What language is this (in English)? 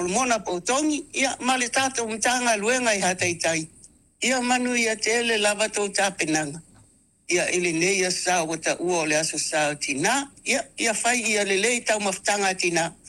Samoan